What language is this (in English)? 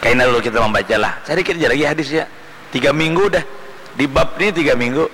Banjar